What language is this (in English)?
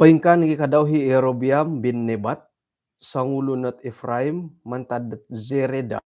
Central Dusun